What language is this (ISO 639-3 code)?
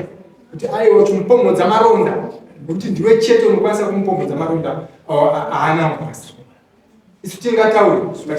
sna